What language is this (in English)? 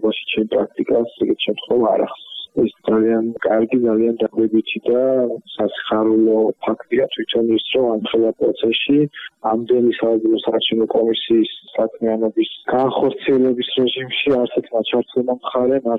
Georgian